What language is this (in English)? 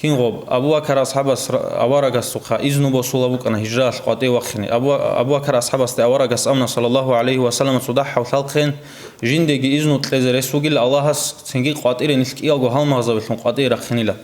Avaric